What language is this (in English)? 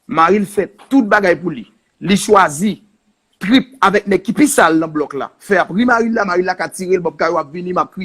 Haitian Creole